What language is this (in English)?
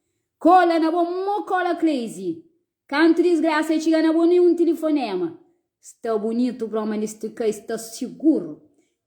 Kabuverdianu